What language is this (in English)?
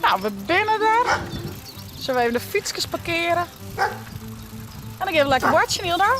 Western Frisian